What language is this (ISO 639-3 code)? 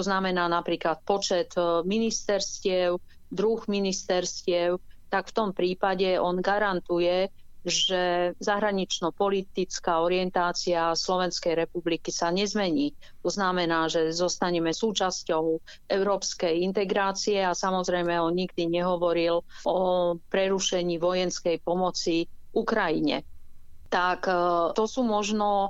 slk